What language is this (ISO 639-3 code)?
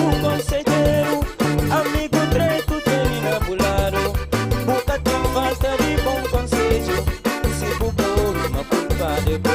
kea